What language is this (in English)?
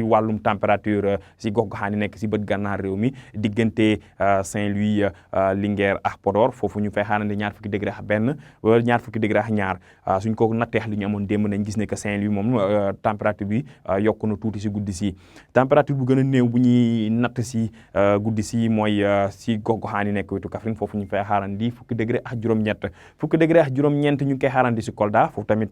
Wolof